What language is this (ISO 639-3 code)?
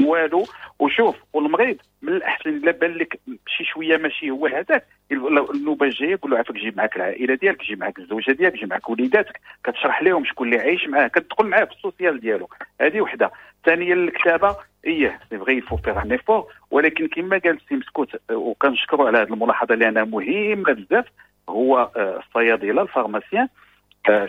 ary